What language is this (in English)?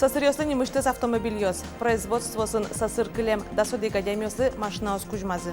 Udmurt